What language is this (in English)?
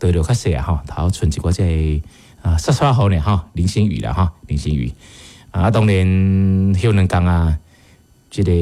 Min Nan Chinese